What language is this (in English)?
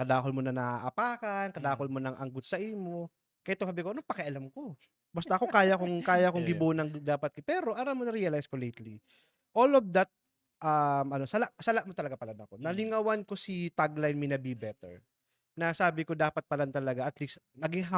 Bikol